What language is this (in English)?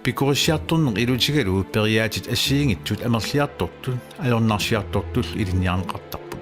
Kalaallisut